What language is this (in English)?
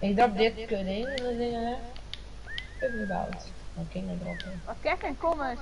Western Frisian